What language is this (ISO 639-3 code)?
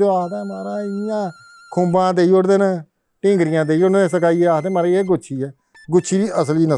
doi